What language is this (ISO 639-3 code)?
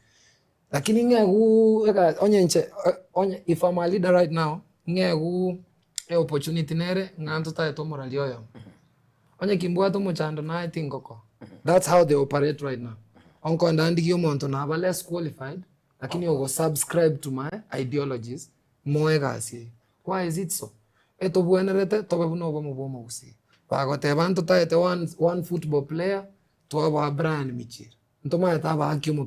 guz